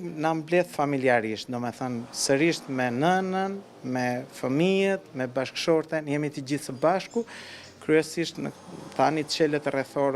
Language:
Albanian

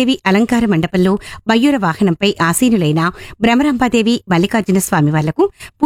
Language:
Telugu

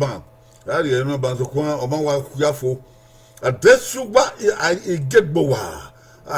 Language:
Bini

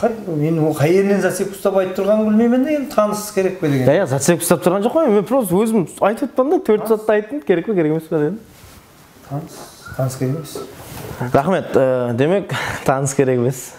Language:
Kara-Kalpak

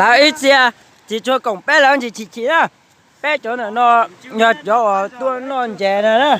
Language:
Hmong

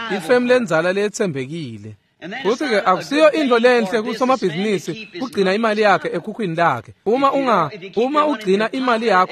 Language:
Swati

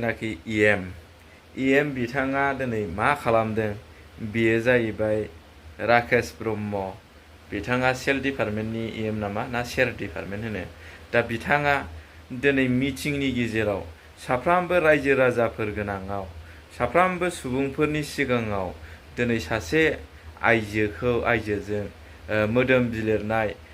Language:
Bodo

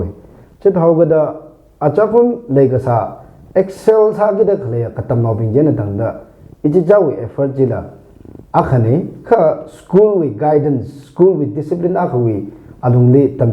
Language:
Tangkhul Naga (India)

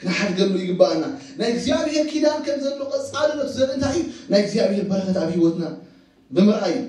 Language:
Tigrinya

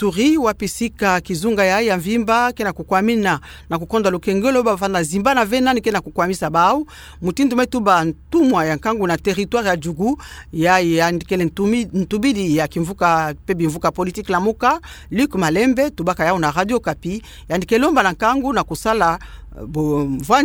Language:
Kituba (Democratic Republic of Congo)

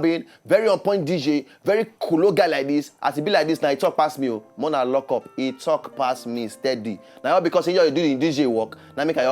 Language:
Nigerian Pidgin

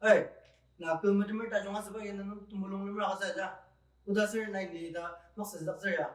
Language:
Ao Naga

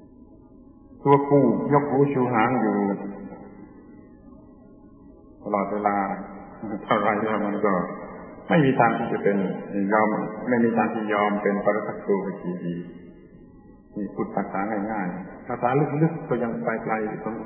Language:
Thai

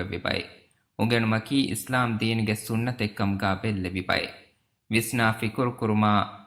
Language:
Divehi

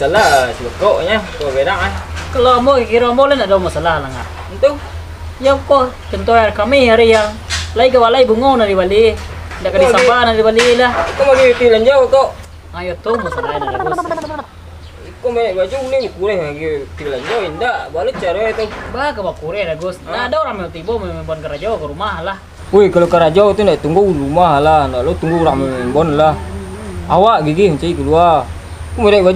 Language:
Minangkabau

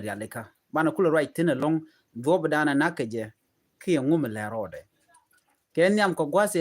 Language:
Nuer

